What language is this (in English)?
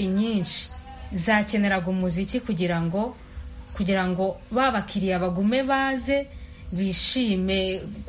Kinyarwanda